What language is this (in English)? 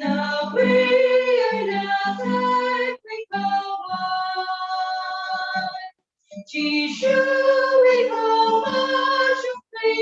Tangkhul Naga (India)